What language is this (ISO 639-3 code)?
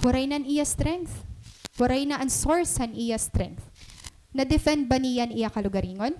war